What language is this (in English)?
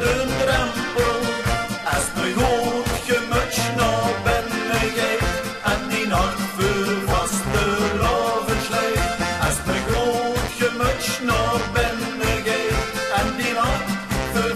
Limburgish